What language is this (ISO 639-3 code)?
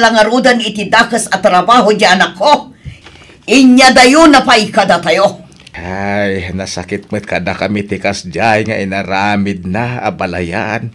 ilo